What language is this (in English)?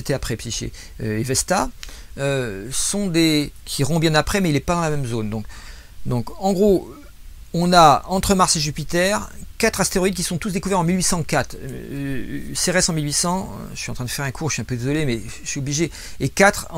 French